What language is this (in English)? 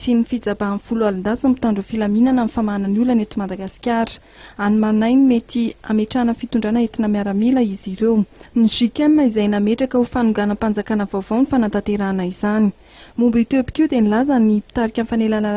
Malagasy